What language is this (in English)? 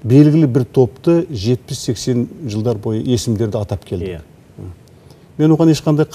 Kazakh